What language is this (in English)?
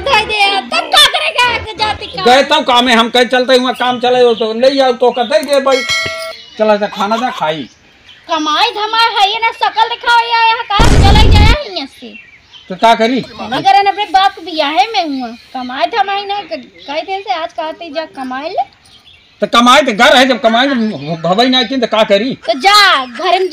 Awadhi